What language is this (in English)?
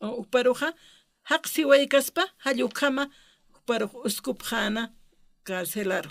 Aymara